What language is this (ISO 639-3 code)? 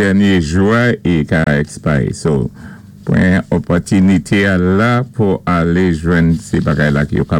acf